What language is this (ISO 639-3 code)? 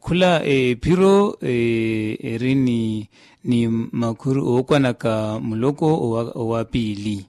vmw